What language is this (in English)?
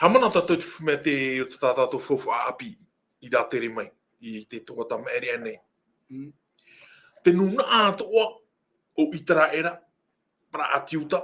Tahitian